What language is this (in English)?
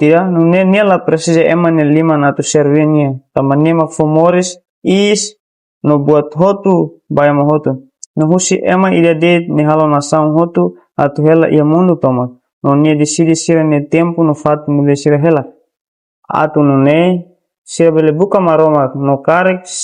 Tetum